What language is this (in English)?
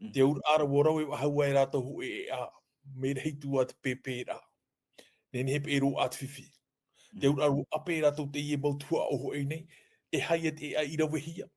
Tahitian